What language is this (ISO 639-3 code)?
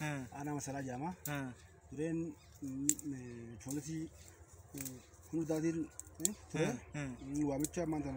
orm